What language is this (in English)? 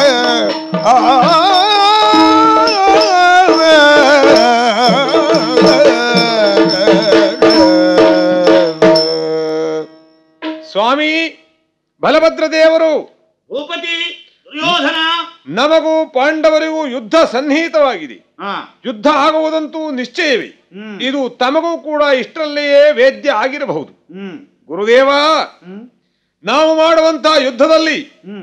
Kannada